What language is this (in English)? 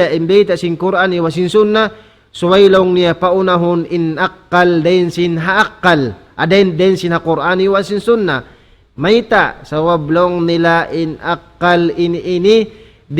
Tausug